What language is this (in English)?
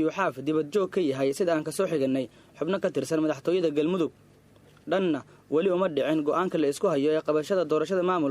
Somali